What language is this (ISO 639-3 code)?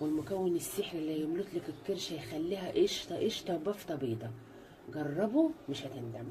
arz